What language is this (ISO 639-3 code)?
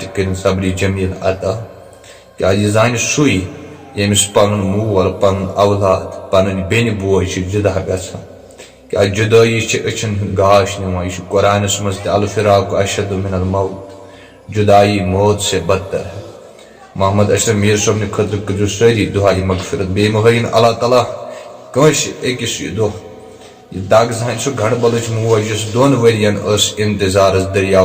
kas